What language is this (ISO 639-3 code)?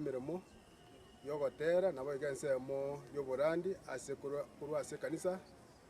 guz